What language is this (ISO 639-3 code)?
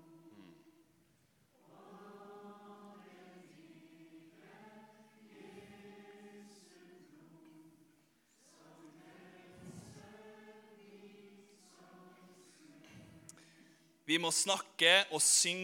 nor